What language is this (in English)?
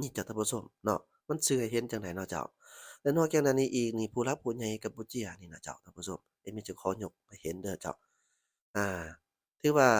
Lao